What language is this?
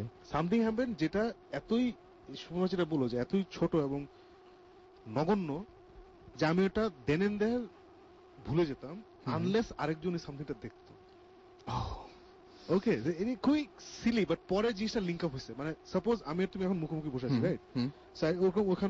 Bangla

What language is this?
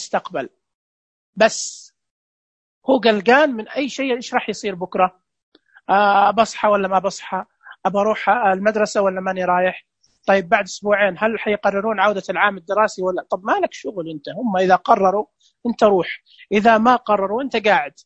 Najdi Arabic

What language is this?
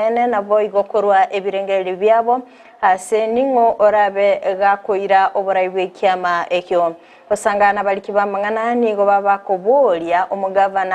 Gusii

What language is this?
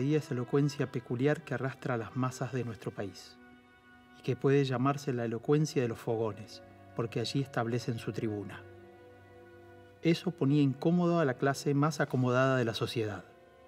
Spanish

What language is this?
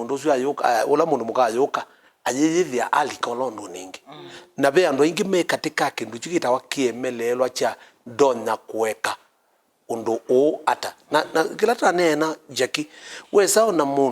Kamba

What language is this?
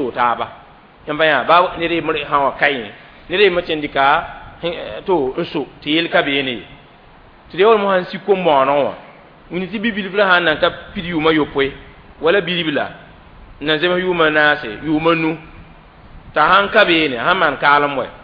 Mossi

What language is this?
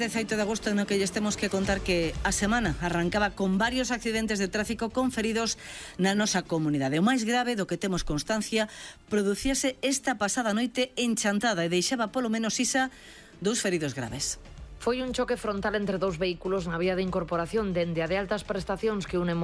Galician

